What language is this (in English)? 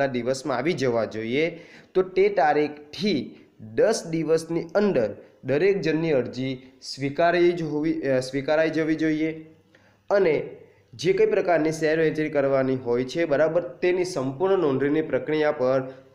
Gujarati